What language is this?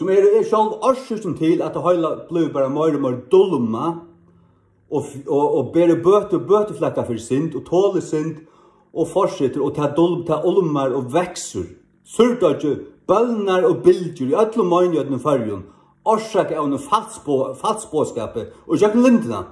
Faroese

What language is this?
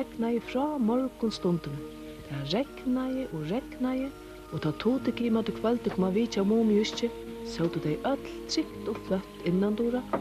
Faroese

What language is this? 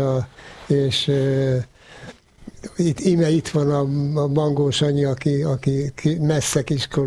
Hungarian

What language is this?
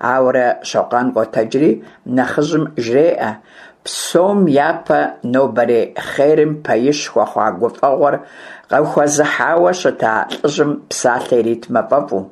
Kabardian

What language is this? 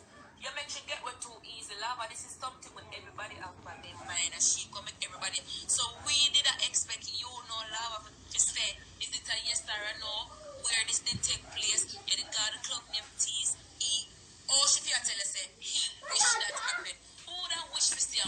Jamaican Creole English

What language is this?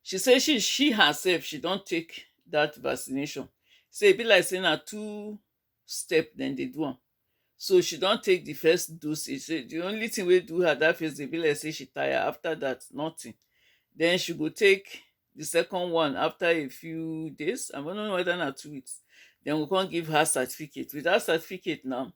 Nigerian Pidgin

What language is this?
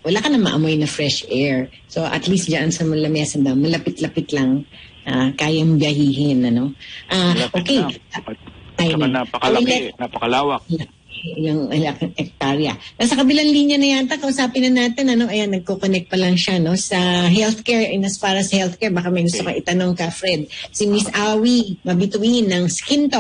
Filipino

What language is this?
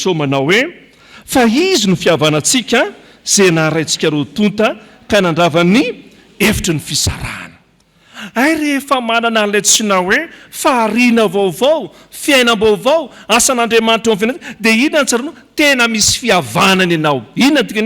Malagasy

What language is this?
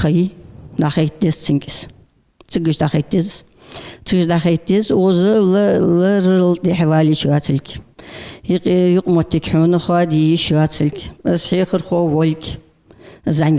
Ingush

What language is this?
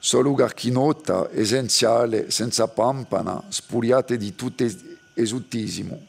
Corsican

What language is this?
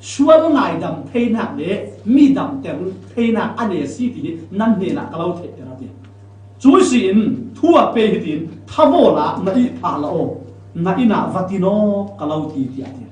Falam Chin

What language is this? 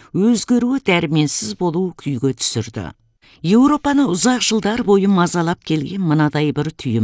Kazakh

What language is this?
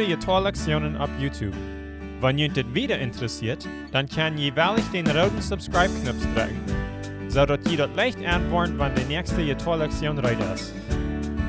Plautdietsch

